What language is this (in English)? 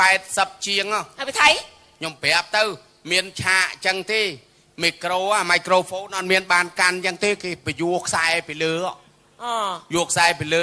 Khmer